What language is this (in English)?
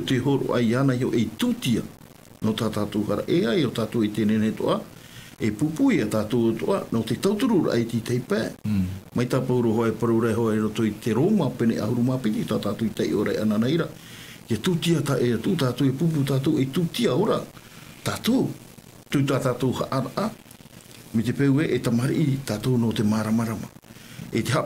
Tahitian